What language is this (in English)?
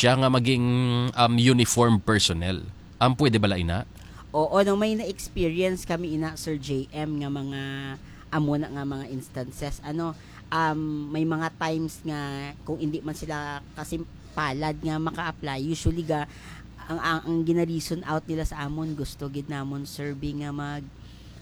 Hiligaynon